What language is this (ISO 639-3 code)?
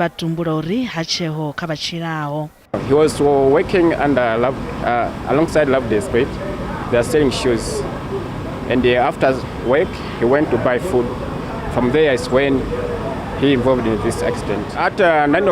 ven